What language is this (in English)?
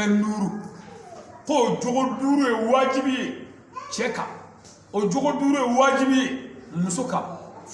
Bambara